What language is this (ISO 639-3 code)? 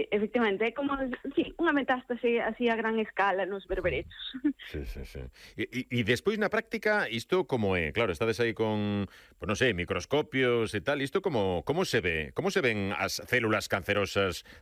glg